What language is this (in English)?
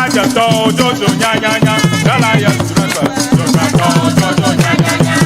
Ewe